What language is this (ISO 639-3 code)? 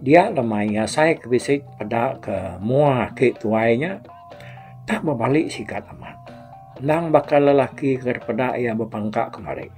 iba